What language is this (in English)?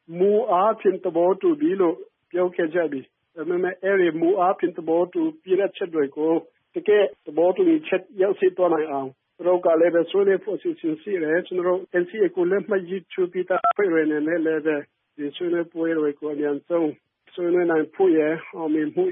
Burmese